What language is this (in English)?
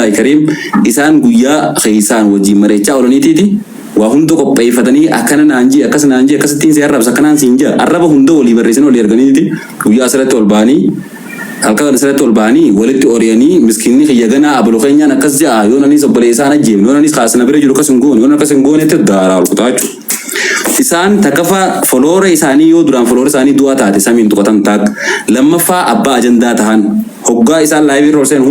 Oromo